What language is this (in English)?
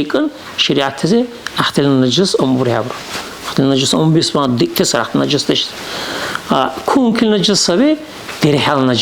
Dargwa